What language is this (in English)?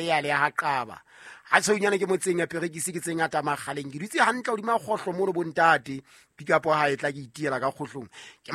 Southern Sotho